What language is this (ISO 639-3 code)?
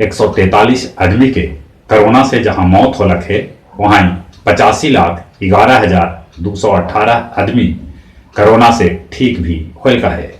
mag